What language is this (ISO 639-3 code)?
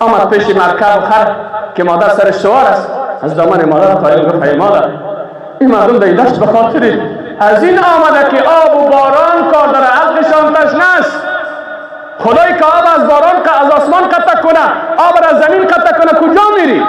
fas